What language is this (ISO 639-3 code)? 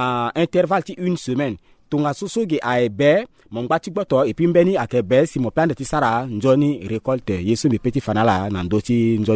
sag